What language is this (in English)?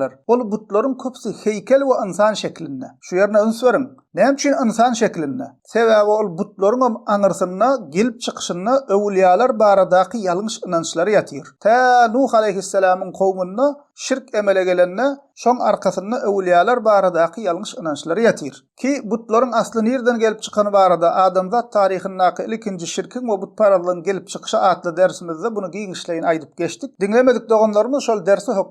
Turkmen